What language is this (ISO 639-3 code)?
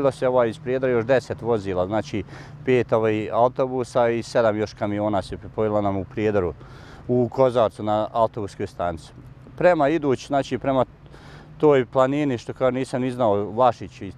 bos